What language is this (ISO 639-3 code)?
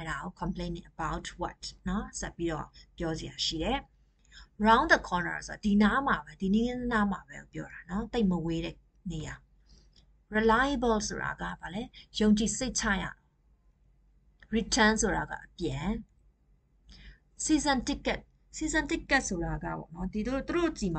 mya